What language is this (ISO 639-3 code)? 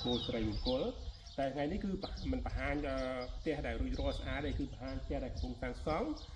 khm